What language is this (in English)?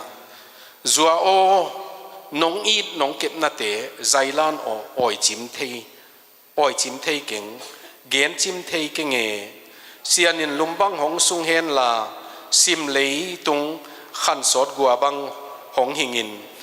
Tedim Chin